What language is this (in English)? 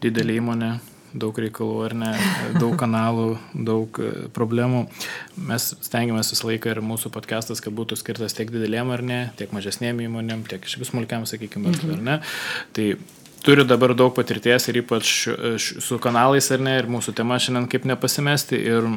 Lithuanian